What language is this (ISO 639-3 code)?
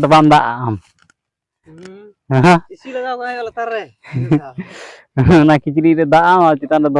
sat